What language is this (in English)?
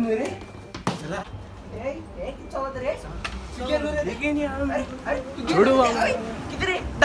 Konkani